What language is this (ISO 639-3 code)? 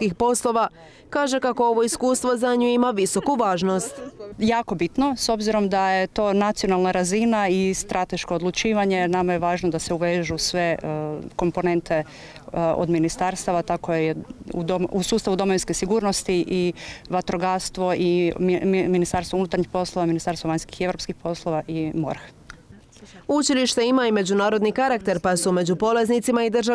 hrv